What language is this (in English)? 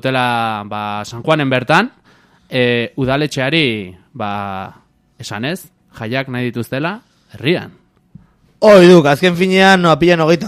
Basque